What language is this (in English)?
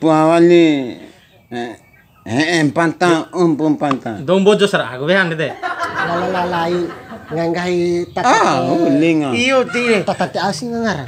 Bima